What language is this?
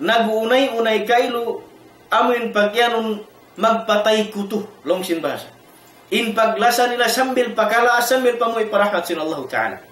Tausug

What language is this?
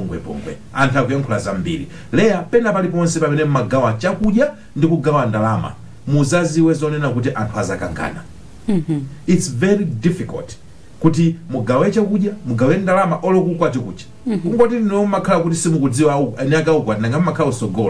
Nyanja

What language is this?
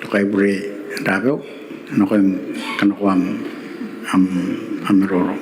Gilbertese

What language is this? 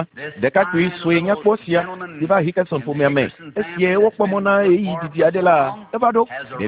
Ewe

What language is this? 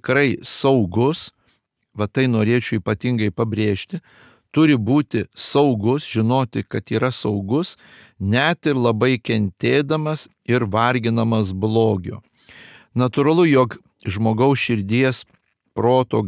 Lithuanian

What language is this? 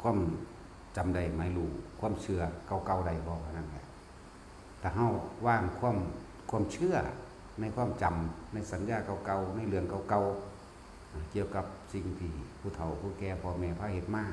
Northeastern Thai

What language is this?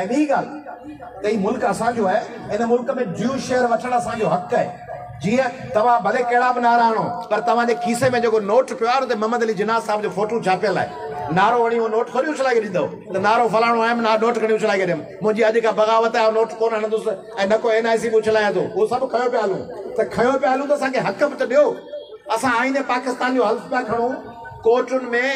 Sindhi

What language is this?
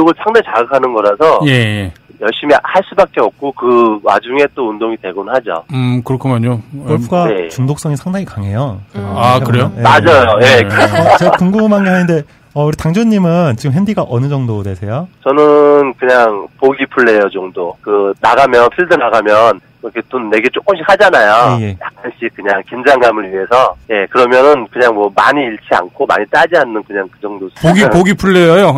Korean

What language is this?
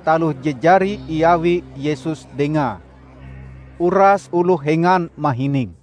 Ngaju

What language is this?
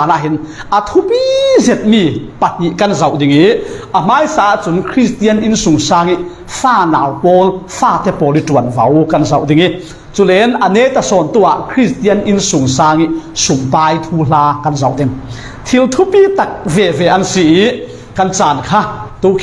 Falam Chin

